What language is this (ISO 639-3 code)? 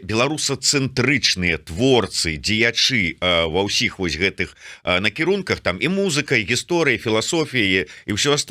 bel